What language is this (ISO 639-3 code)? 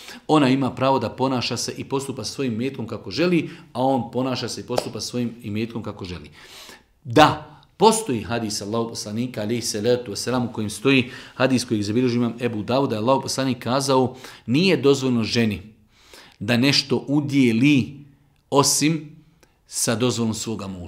bos